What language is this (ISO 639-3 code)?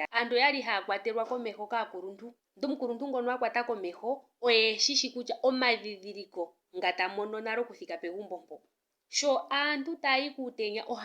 ndo